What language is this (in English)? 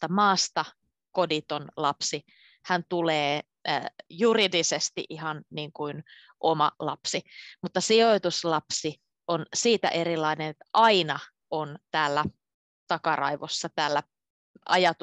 Finnish